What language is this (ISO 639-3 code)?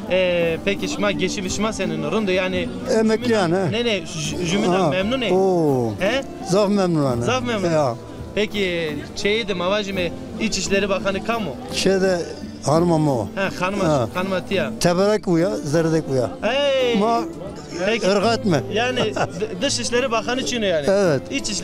zza